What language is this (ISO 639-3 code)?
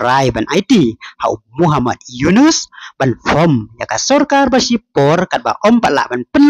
kha